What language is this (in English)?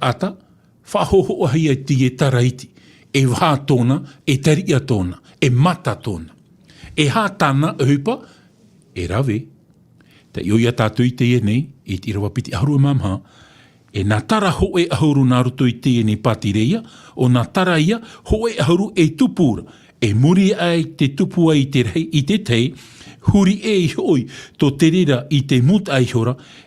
Tahitian